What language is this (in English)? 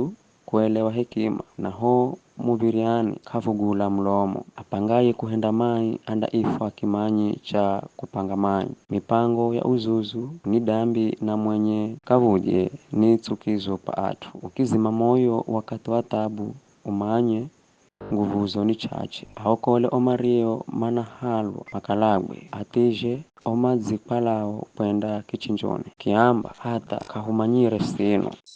Giryama